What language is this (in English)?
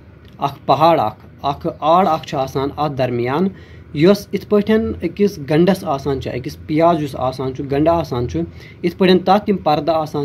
Kashmiri